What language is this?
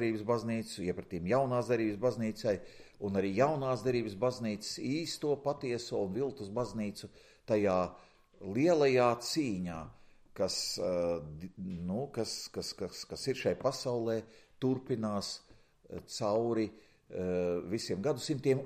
Latvian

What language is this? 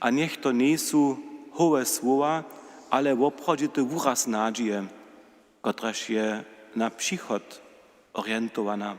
Upper Sorbian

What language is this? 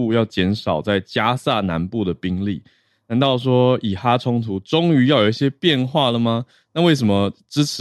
Chinese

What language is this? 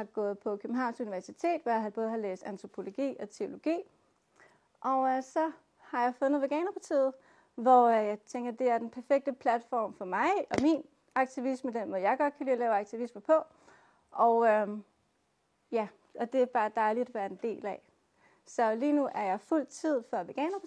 Danish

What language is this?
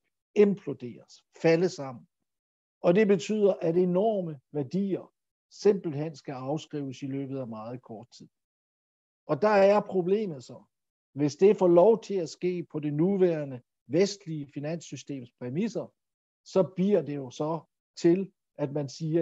Danish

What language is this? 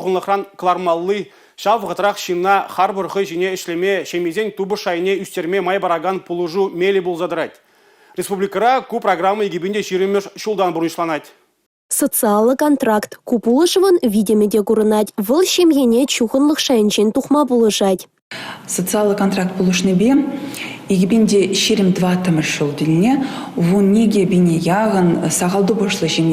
Chuvash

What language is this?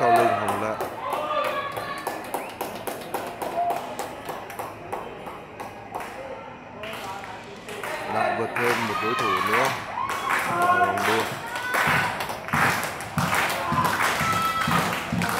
Vietnamese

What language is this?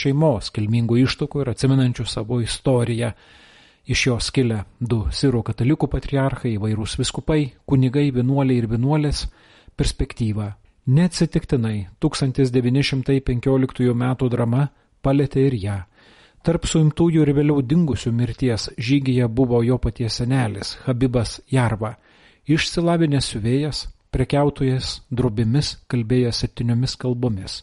Lithuanian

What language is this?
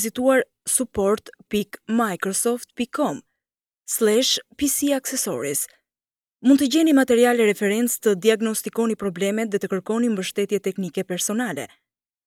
Albanian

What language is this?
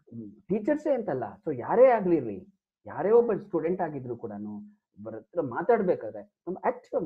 Kannada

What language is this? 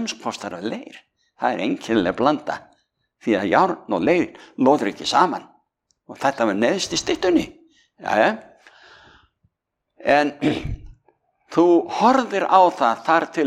Icelandic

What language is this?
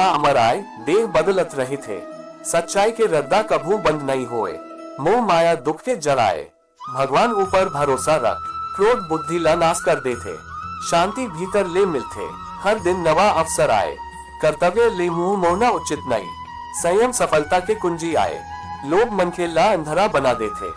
Chhattisgarhi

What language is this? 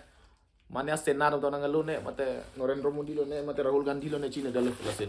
Karbi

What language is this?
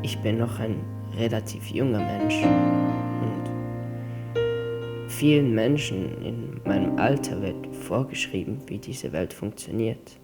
Swiss German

